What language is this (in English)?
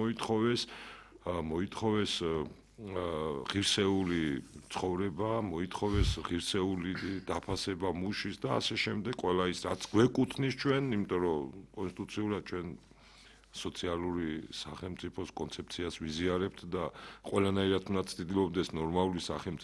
Georgian